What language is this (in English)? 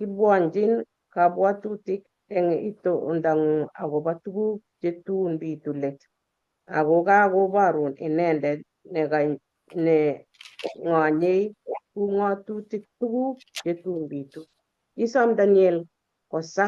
Kalenjin